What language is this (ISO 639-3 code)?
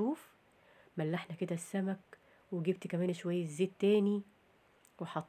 arz